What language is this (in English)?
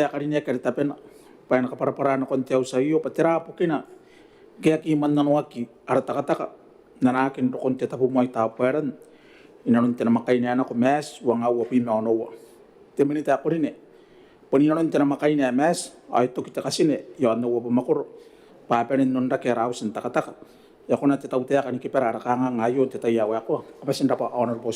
Gilbertese